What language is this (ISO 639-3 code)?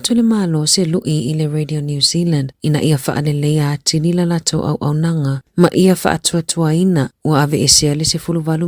smo